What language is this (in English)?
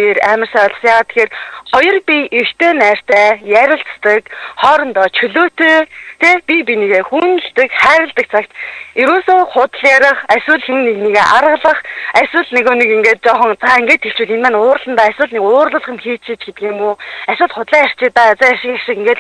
Mongolian